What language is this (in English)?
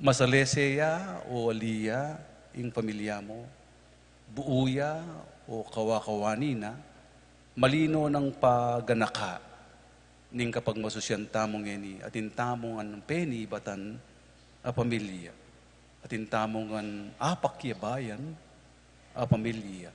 Pampanga